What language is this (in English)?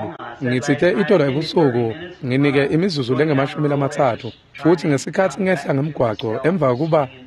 Swati